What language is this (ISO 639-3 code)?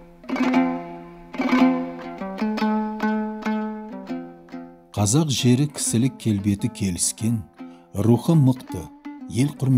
kaz